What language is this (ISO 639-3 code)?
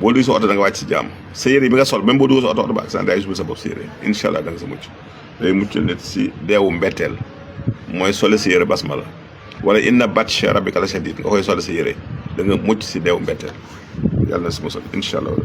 wol